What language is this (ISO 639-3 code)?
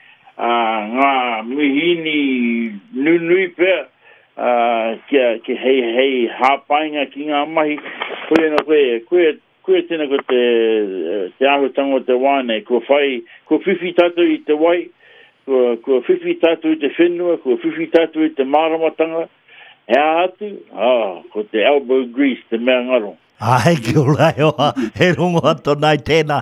mri